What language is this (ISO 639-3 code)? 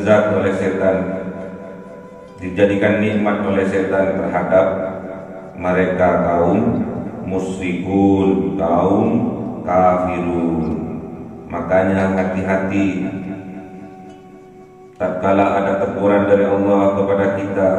ind